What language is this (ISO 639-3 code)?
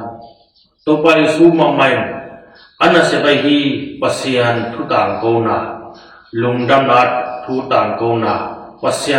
ctd